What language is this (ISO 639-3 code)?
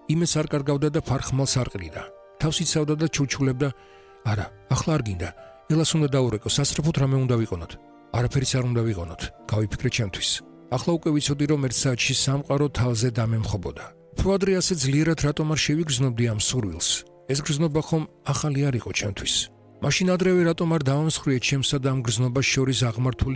kat